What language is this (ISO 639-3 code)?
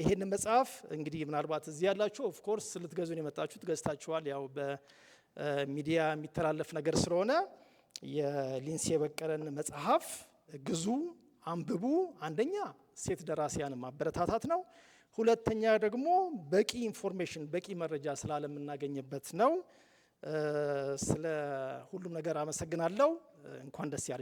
amh